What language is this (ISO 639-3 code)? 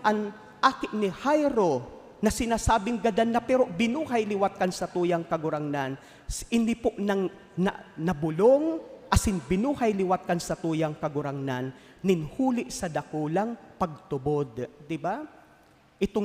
bik